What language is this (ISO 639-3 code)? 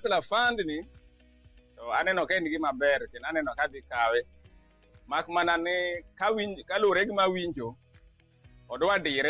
luo